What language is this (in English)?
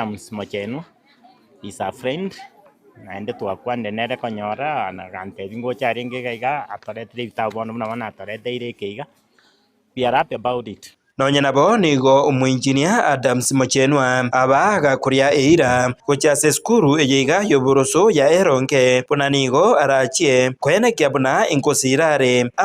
Gusii